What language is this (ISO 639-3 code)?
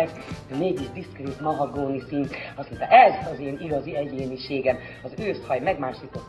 hun